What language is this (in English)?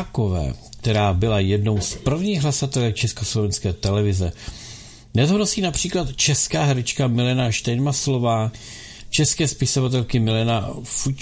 Czech